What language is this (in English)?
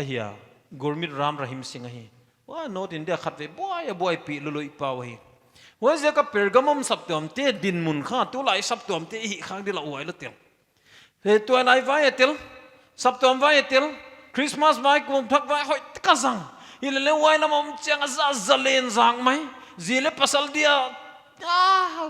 Paite Chin